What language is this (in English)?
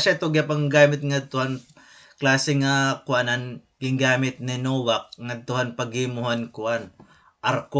Waray